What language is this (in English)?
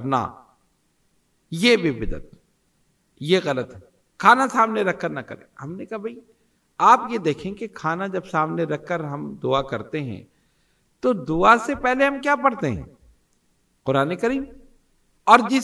Urdu